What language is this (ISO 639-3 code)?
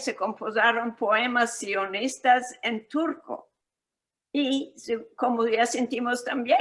lad